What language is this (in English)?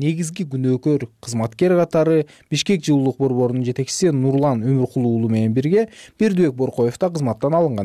Kyrgyz